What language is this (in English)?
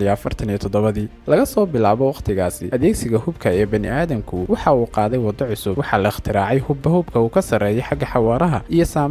Somali